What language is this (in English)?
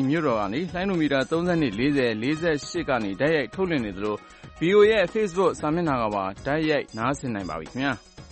Burmese